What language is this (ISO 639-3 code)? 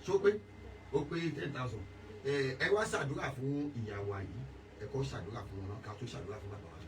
yor